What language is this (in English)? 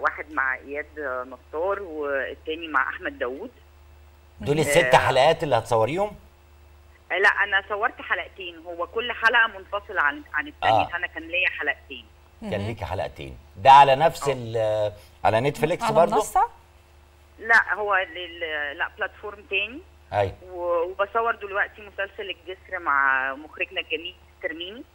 Egyptian Arabic